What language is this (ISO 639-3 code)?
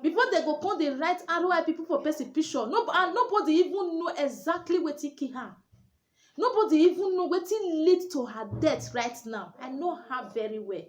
pcm